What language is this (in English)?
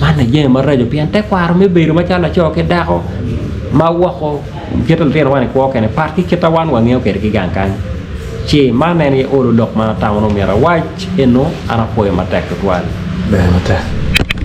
Acoli